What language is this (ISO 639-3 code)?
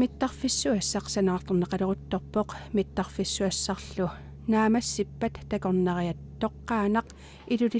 kal